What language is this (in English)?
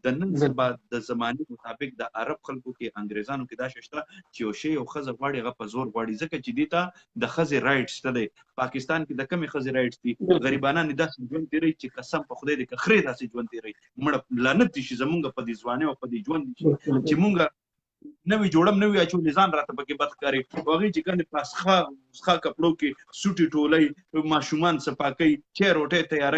Pashto